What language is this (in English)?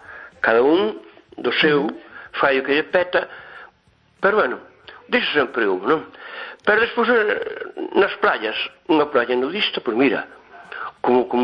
Galician